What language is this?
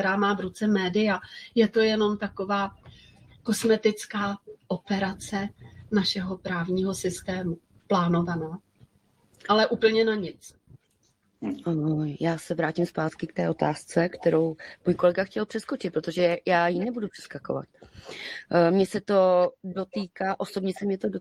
Czech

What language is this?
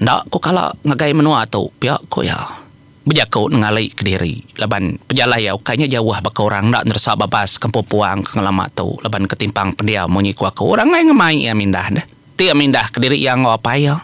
Iban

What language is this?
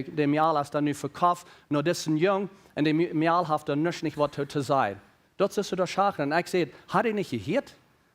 Plautdietsch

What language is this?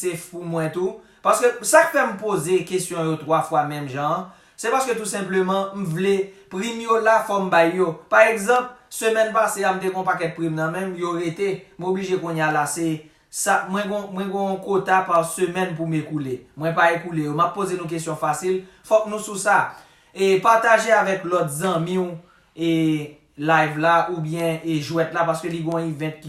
Haitian Creole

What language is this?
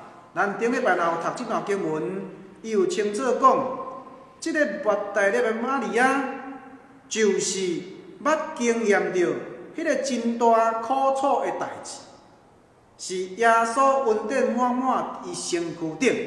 Min Nan Chinese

